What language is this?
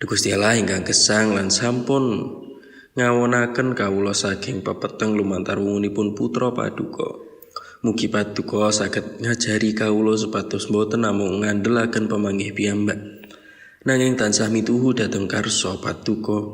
Javanese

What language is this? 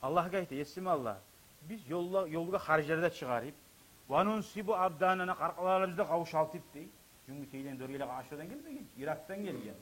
Kumyk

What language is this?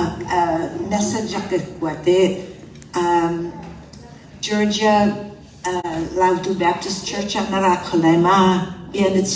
Hakha Chin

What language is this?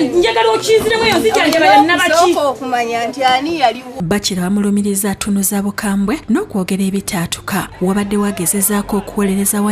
Ganda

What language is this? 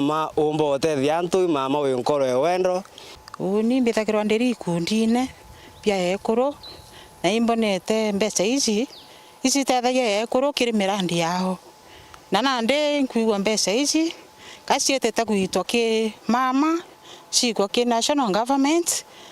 Meru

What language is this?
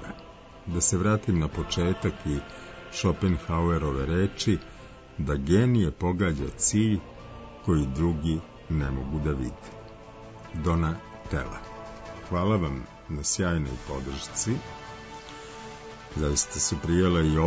Serbian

